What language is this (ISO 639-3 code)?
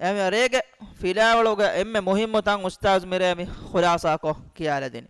div